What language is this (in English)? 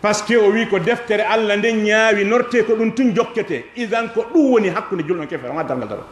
Fula